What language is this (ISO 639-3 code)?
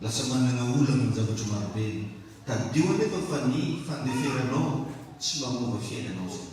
mlg